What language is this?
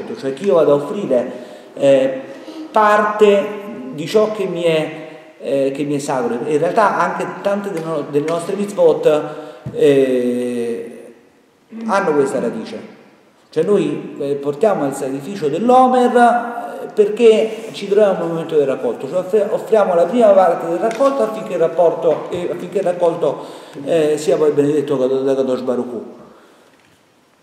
Italian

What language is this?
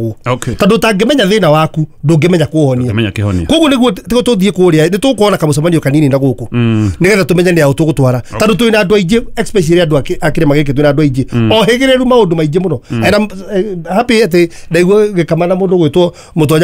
Kikuyu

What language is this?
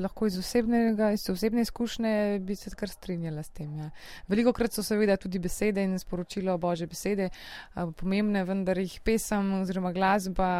Slovenian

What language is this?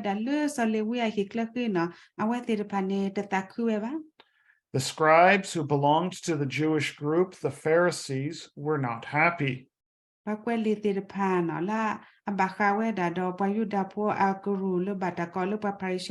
S'gaw Karen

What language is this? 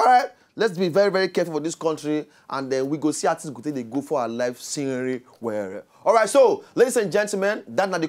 Nigerian Pidgin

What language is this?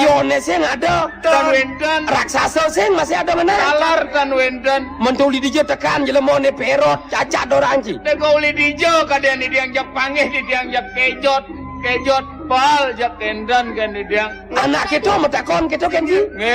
Balinese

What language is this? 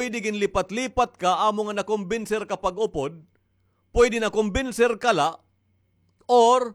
Waray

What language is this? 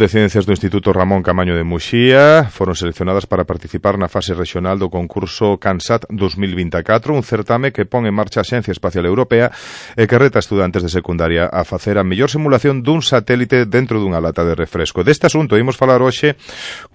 Galician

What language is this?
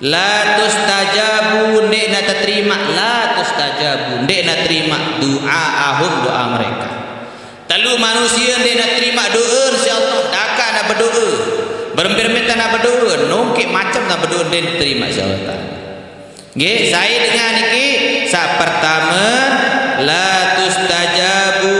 Sasak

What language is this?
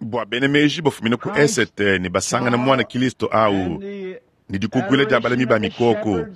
Luba-Lulua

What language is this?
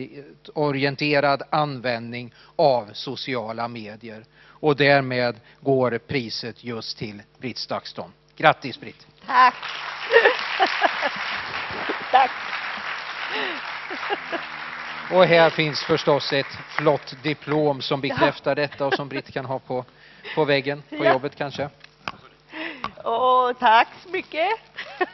Swedish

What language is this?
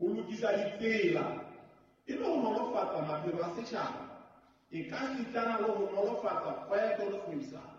Southern Sotho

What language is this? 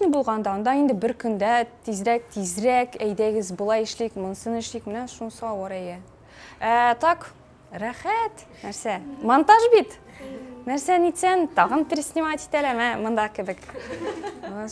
Tatar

